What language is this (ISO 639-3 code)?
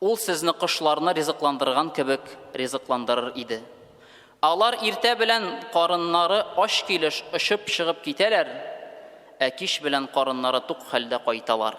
tat